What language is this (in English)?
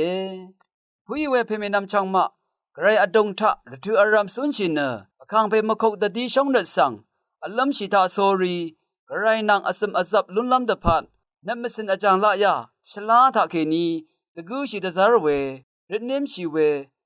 Rawang